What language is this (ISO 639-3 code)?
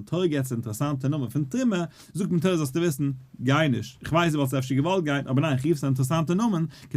yid